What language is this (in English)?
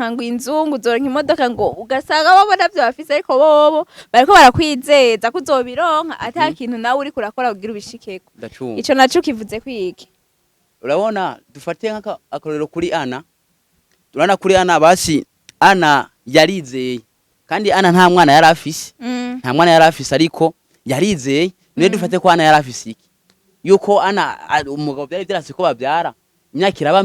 Rundi